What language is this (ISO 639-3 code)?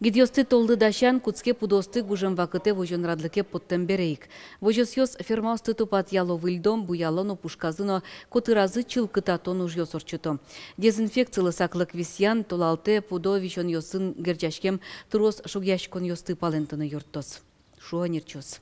udm